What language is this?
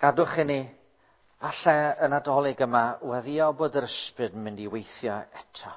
Welsh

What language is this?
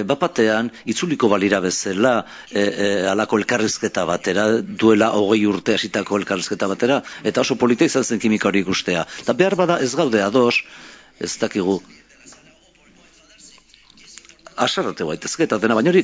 Basque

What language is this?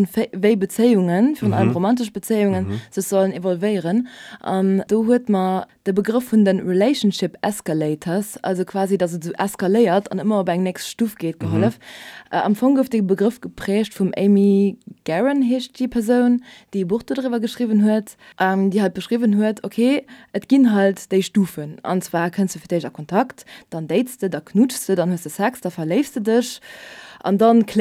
Luxembourgish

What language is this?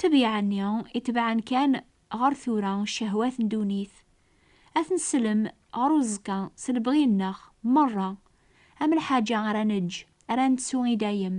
Kabyle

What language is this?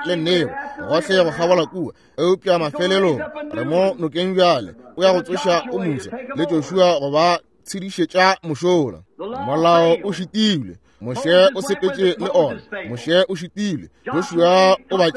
Northern Sotho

